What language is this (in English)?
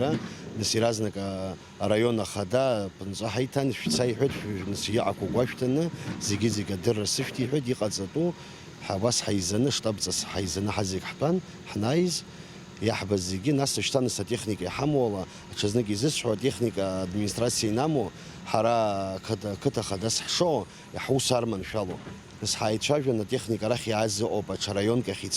Abkhazian